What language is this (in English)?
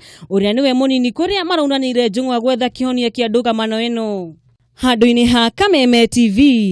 Kikuyu